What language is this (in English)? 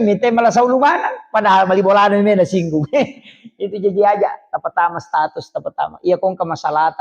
Buginese